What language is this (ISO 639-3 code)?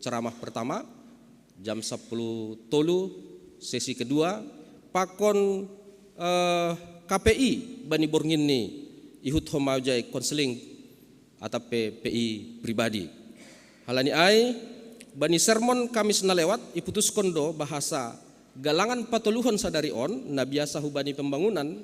bts